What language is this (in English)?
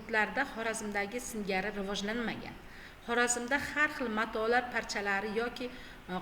Uzbek